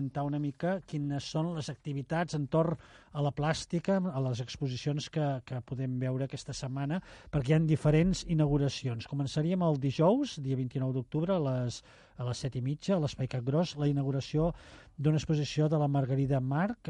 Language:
Catalan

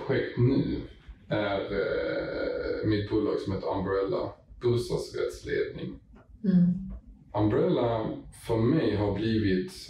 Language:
Swedish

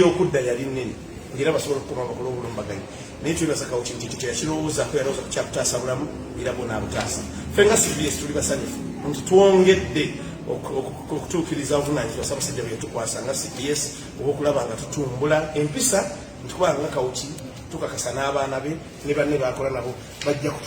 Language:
Ganda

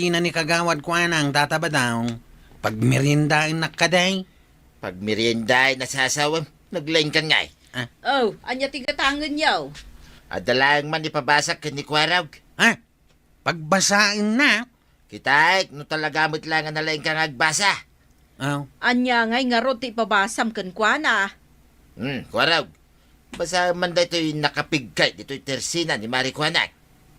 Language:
Iloko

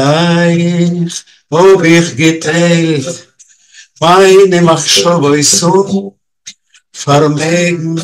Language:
Yiddish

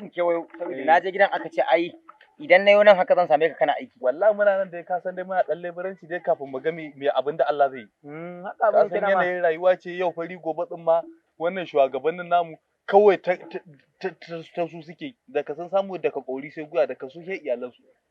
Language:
Hausa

